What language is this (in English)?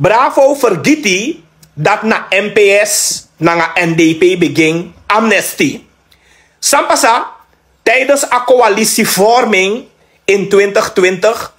Sranan Tongo